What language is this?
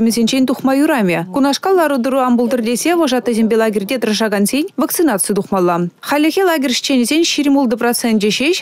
Chuvash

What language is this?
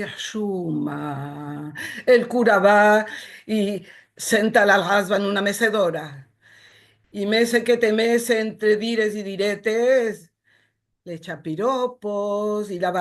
Ladino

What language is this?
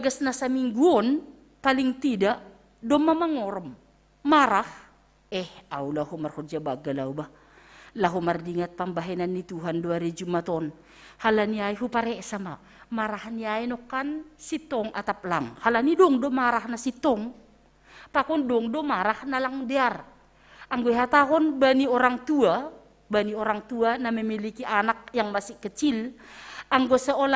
Batak Simalungun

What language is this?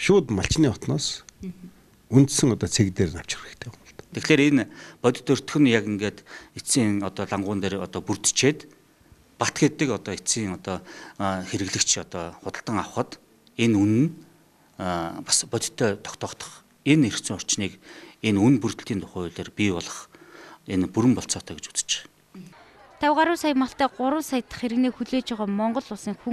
Mongolian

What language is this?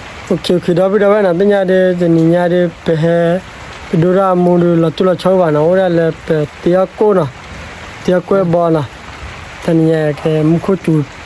S'gaw Karen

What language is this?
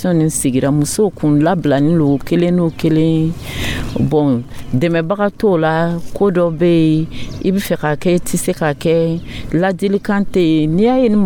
Dyula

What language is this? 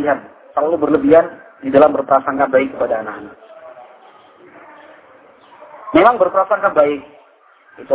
Indonesian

